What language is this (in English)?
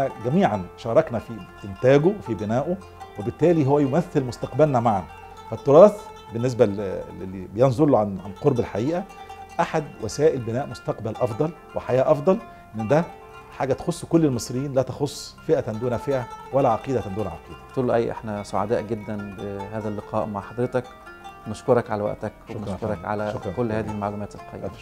Egyptian Arabic